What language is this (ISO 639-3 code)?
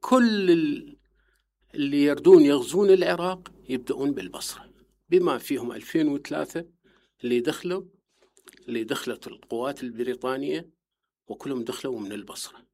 acm